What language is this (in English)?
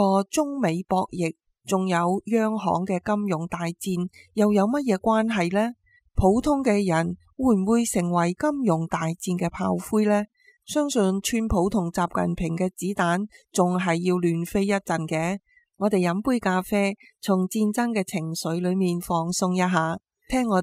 Cantonese